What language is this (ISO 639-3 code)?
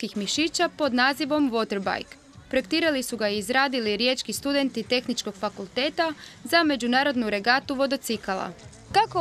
hrv